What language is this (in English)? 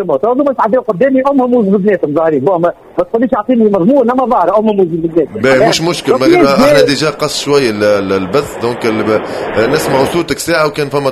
Tunisian Arabic